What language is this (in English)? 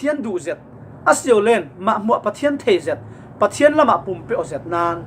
Falam Chin